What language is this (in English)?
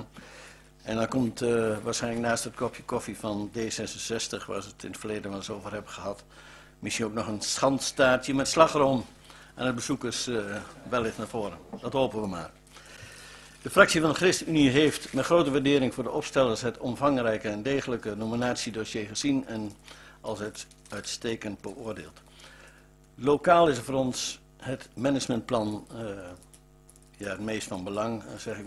Dutch